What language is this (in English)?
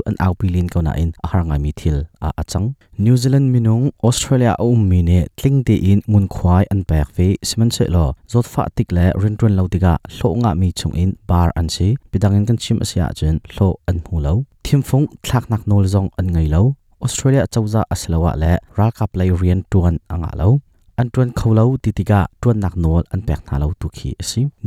Hakha Chin